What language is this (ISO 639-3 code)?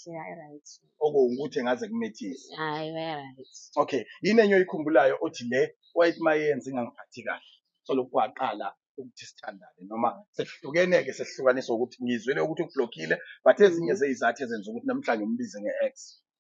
zul